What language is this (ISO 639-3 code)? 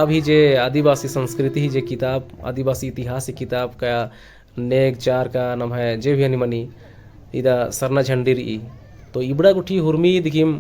kru